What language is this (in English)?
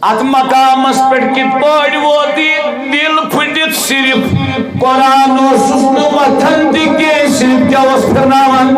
Kashmiri